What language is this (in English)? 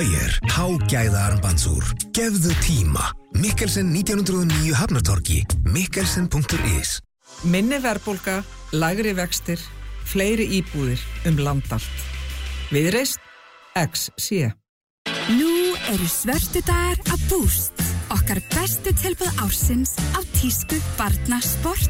Icelandic